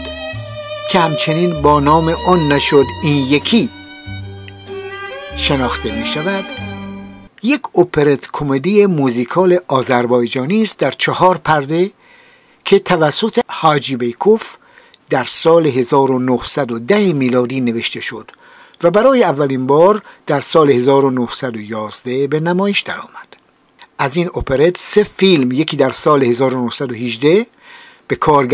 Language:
Persian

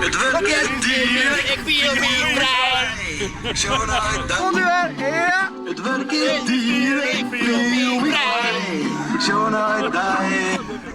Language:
Western Frisian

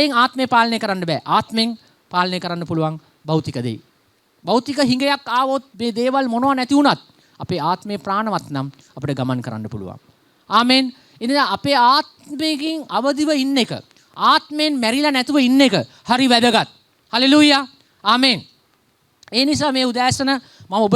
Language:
Sinhala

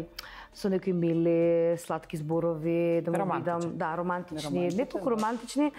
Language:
Macedonian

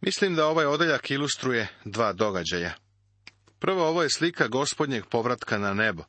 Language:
Serbian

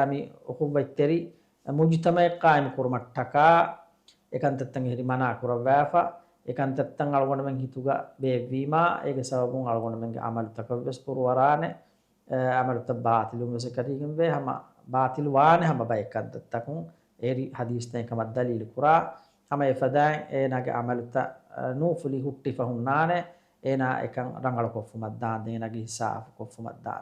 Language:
Divehi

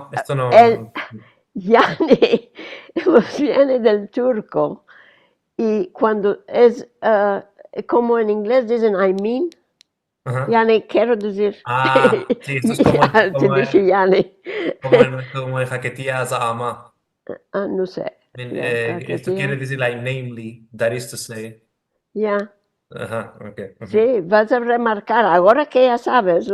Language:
Ladino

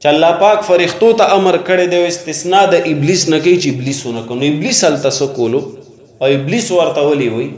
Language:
Pashto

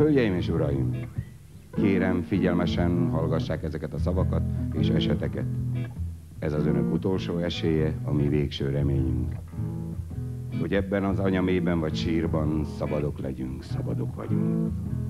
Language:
Hungarian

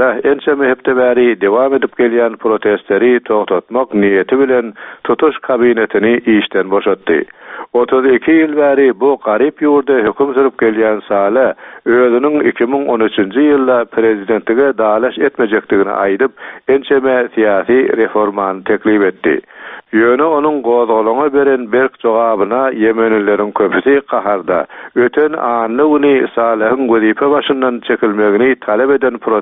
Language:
Turkmen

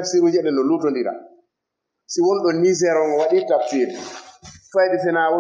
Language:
Fula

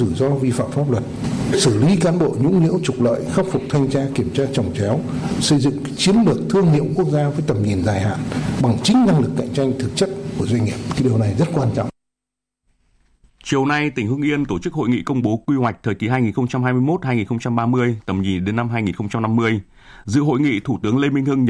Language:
Vietnamese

